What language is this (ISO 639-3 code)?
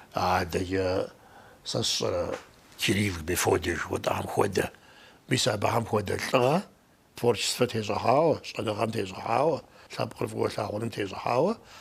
kbd